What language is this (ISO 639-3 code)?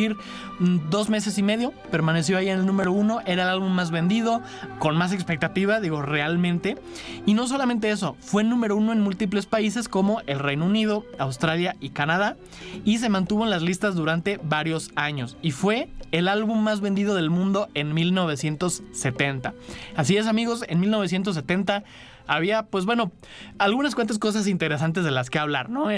spa